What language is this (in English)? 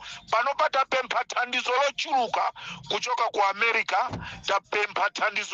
Nyanja